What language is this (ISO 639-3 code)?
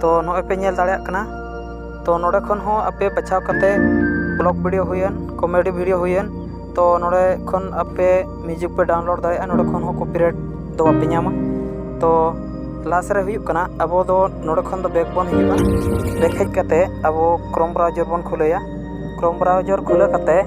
sat